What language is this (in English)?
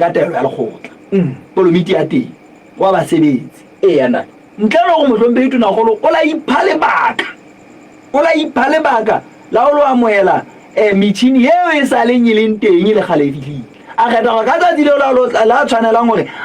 Southern Sotho